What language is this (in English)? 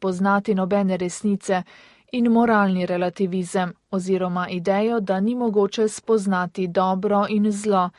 Slovenian